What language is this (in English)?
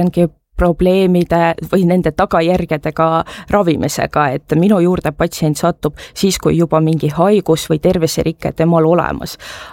Estonian